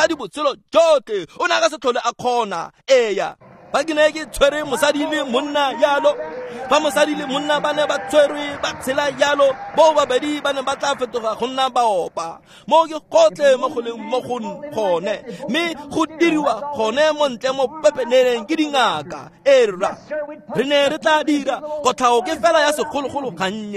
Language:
Tswana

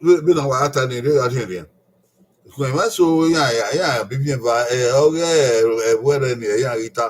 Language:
Bini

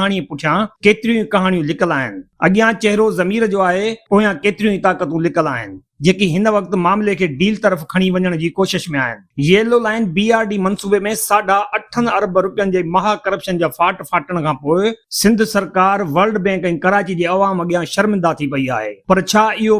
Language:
Sindhi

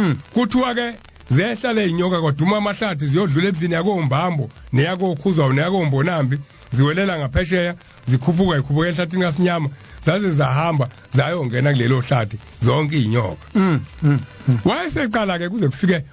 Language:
Zulu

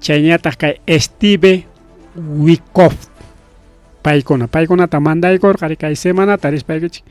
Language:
Ayacucho Quechua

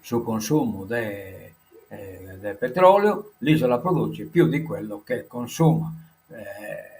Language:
Sardinian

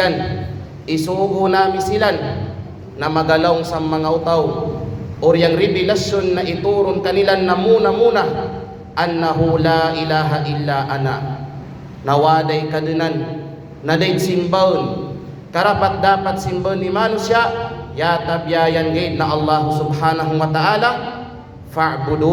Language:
Kalagan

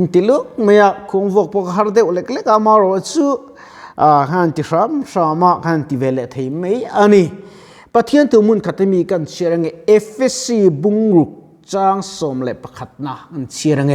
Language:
Mizo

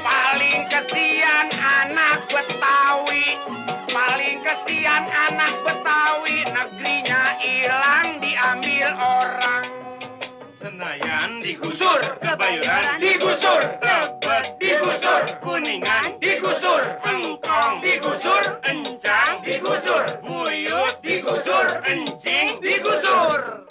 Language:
Betawi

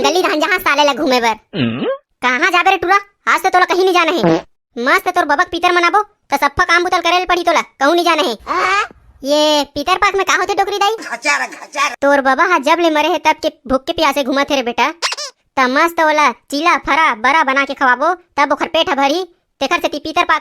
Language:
Chhattisgarhi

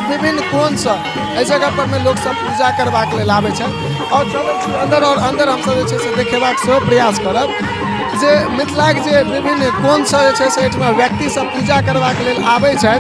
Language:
Maithili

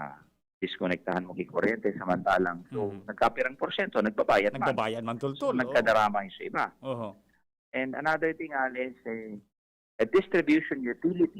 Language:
Bikol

